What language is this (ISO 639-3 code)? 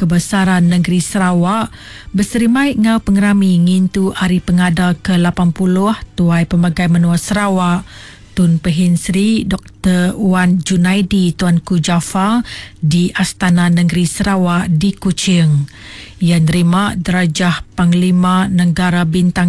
iba